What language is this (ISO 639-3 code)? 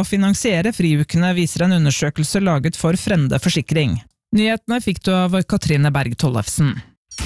nor